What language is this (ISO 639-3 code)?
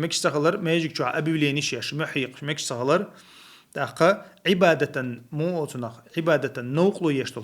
che